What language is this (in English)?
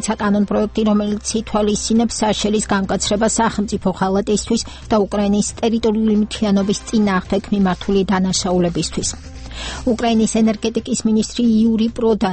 Georgian